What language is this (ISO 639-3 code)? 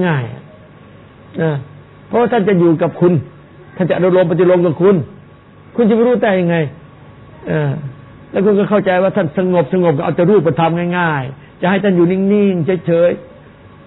tha